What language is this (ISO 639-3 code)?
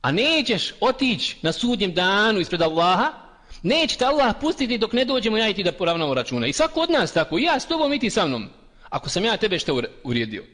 bos